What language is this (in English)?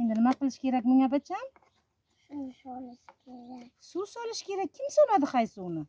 Uzbek